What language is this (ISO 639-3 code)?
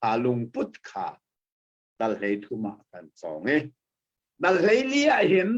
cnh